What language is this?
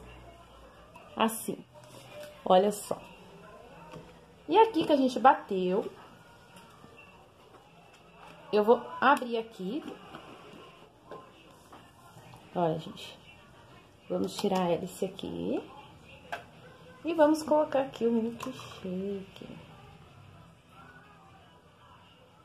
Portuguese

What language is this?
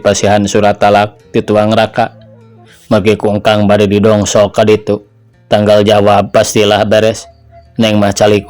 Sundanese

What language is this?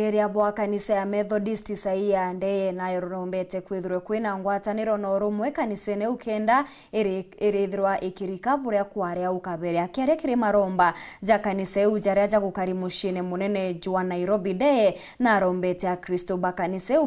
Meru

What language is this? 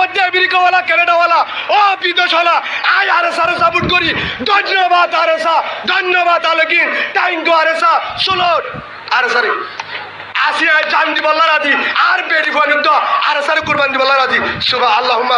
Rohingya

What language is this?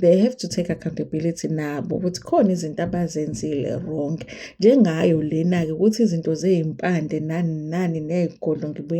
Zulu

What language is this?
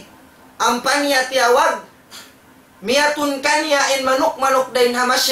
Tausug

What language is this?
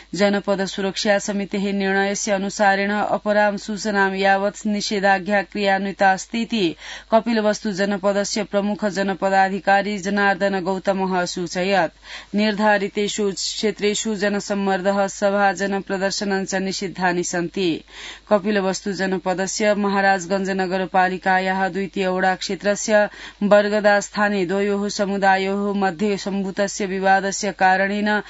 Sanskrit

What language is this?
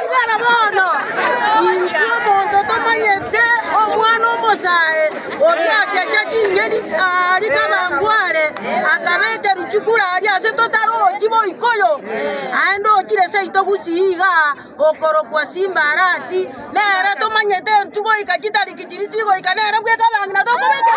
Gusii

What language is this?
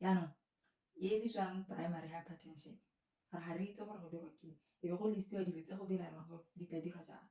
Tswana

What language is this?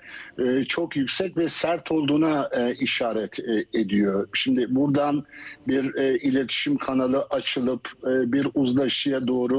Turkish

